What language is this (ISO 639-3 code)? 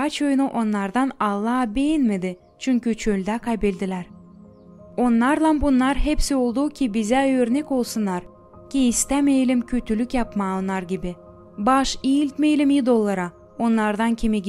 gag